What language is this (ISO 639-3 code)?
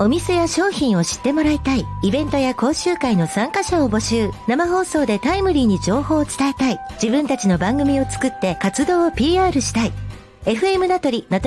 jpn